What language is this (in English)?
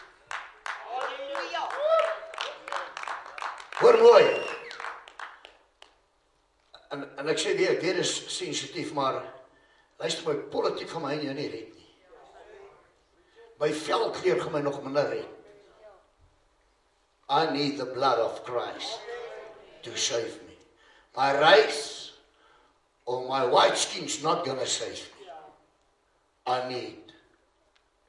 Afrikaans